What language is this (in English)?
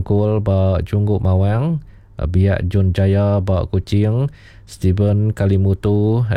Iban